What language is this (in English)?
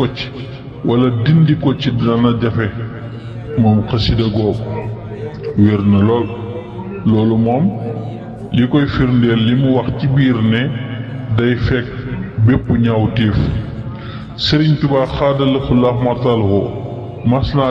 Wolof